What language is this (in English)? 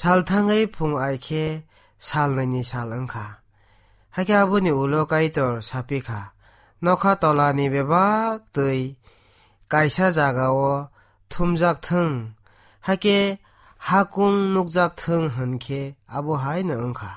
Kok Borok